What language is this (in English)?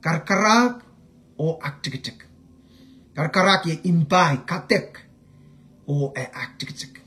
Pohnpeian